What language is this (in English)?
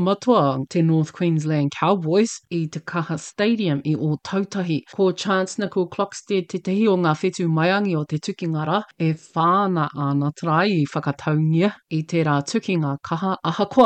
Māori